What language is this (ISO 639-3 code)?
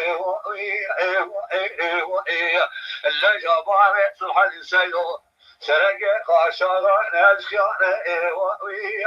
kur